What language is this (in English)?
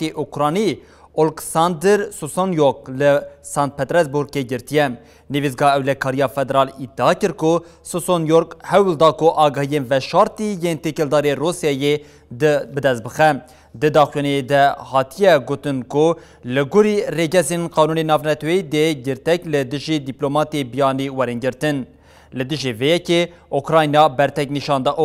Kurdish